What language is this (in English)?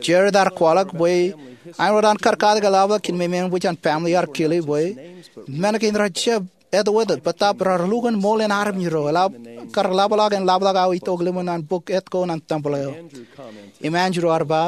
Marshallese